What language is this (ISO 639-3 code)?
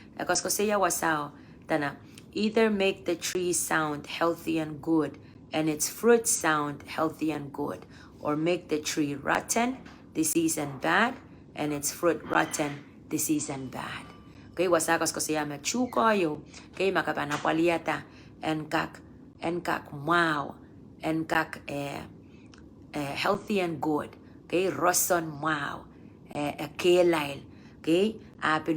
pon